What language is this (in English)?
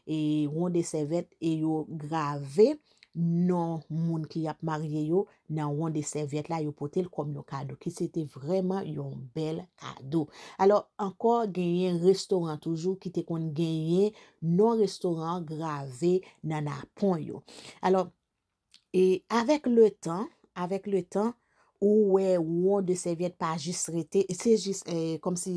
Haitian Creole